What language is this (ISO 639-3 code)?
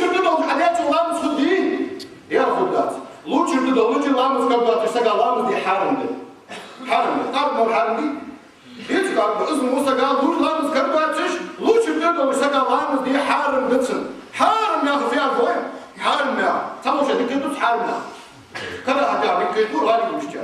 inh